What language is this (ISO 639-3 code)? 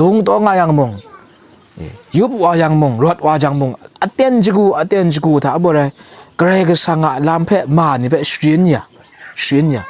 kac